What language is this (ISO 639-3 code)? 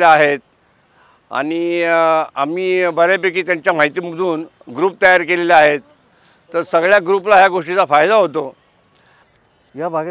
mar